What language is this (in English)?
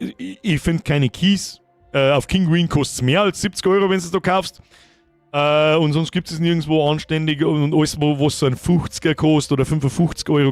Bavarian